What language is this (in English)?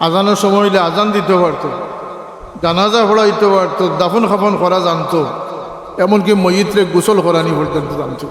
Sylheti